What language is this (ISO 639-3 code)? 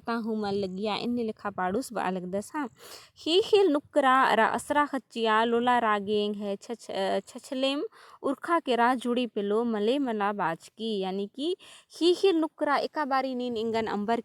kru